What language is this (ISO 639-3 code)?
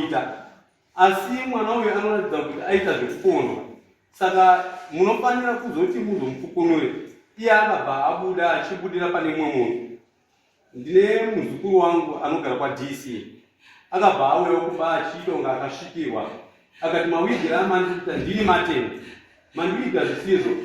sna